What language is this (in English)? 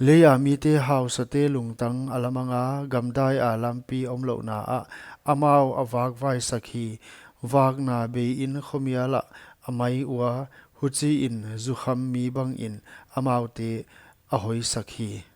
Paite Chin